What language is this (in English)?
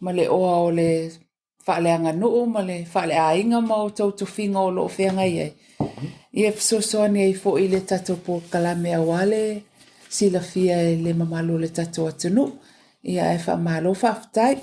Samoan